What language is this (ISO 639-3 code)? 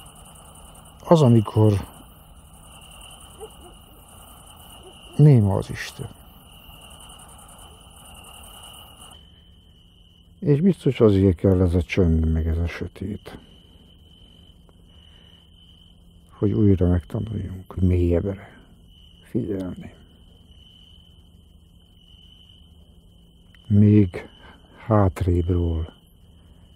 hun